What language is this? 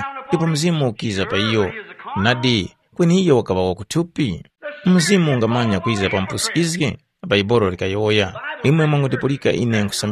Tumbuka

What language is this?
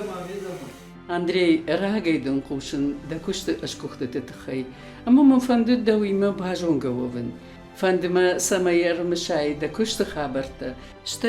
Ossetic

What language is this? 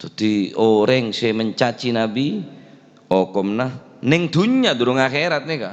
Madurese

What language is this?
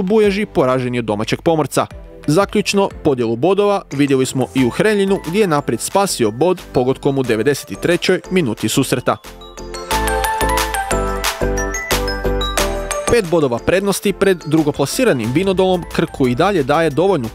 Croatian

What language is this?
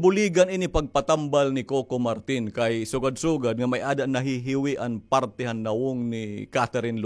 Waray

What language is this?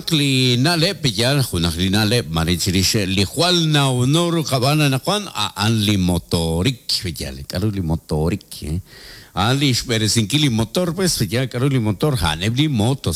Kekchí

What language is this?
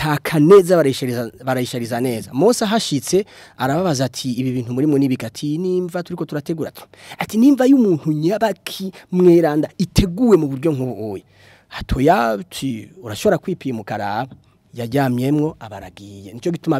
Rundi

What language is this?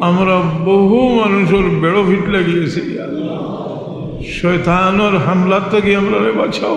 Sylheti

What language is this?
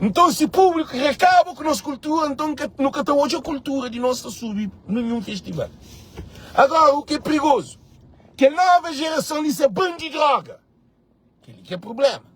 Kabuverdianu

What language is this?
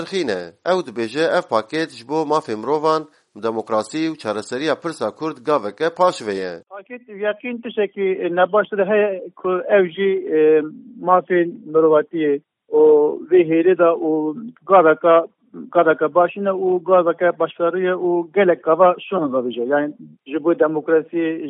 Kurdish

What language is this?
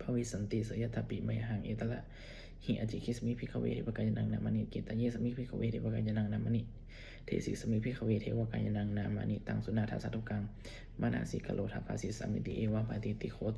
Pali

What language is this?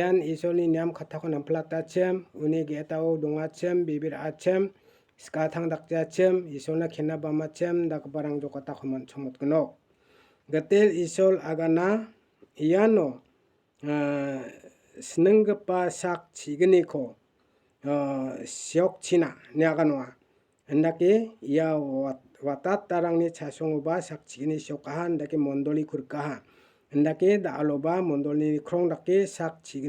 Garo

